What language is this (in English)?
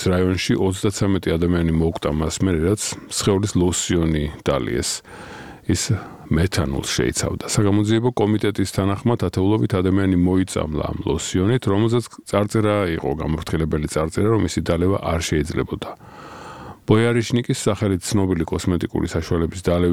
Georgian